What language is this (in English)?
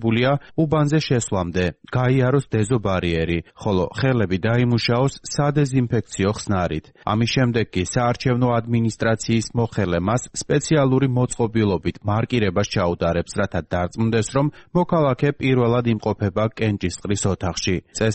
Georgian